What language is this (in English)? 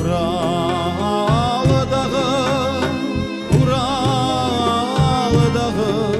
Crimean Tatar